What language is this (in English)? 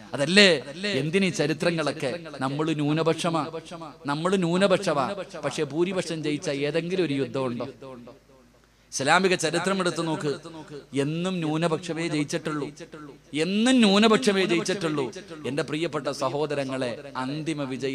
Malayalam